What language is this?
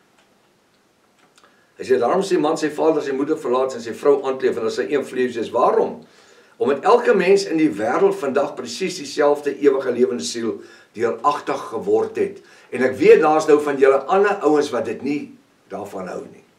Afrikaans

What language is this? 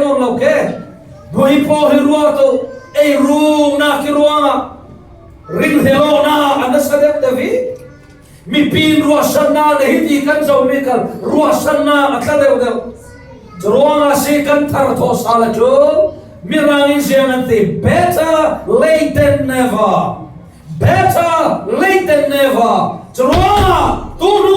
Falam Chin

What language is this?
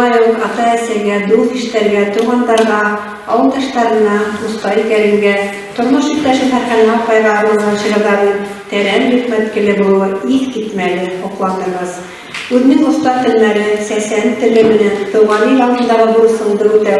Bashkir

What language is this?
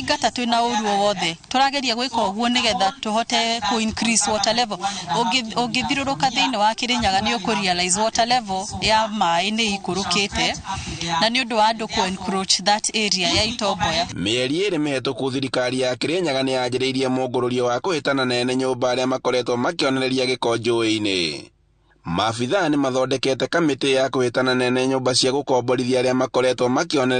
Kikuyu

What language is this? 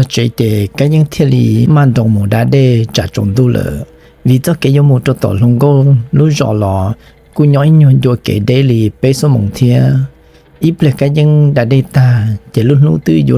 Hmong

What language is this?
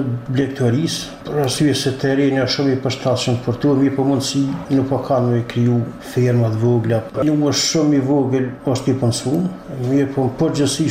Albanian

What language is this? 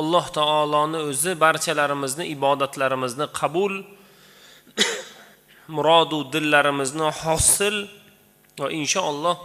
Uzbek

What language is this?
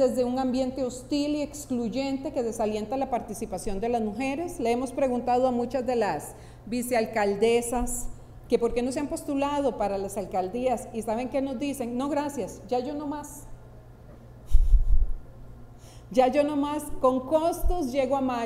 Spanish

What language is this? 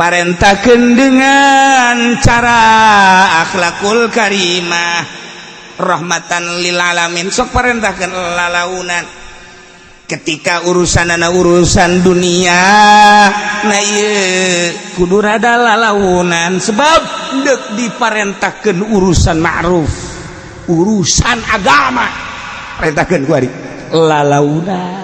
Sundanese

